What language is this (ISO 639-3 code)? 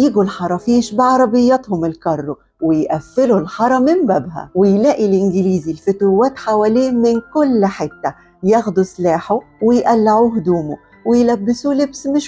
arz